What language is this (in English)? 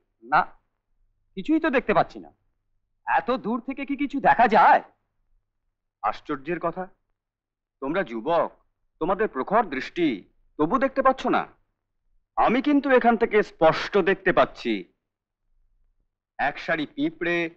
Bangla